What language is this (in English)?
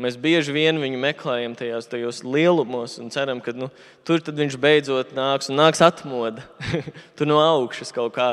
Latvian